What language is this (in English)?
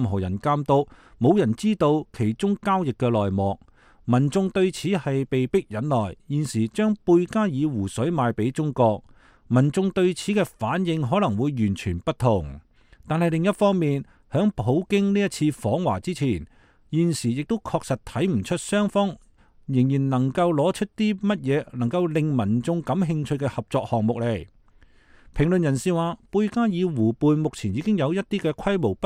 Cantonese